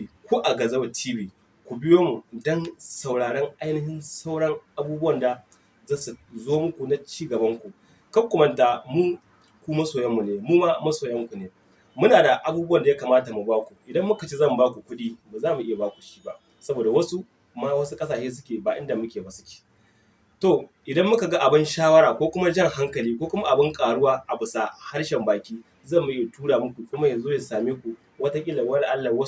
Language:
Hausa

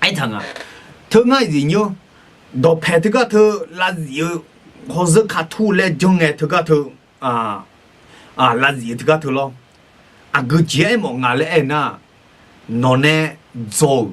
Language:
Akha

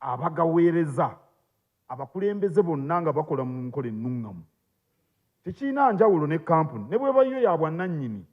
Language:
Ganda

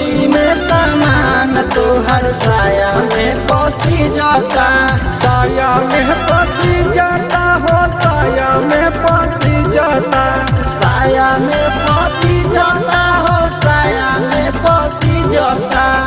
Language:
Bhojpuri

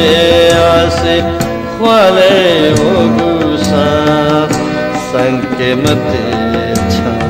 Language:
Newari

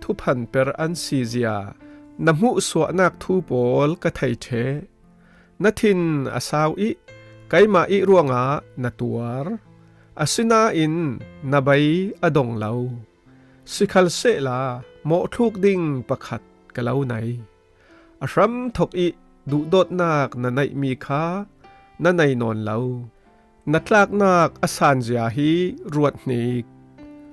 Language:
Falam Chin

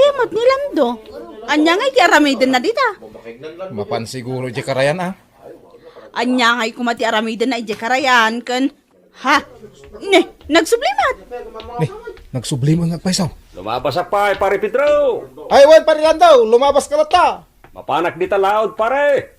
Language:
Iloko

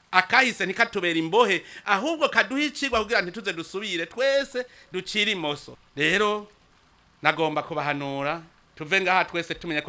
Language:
Rundi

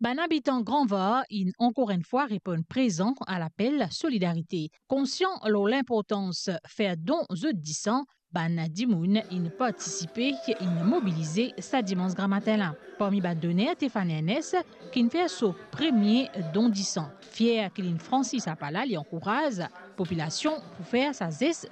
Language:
Morisyen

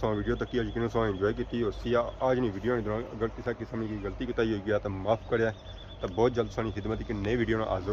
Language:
Pahari-Potwari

